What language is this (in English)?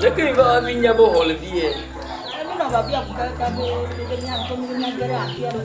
Ewe